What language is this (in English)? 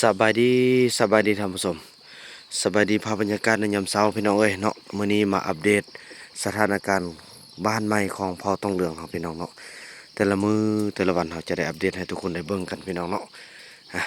Lao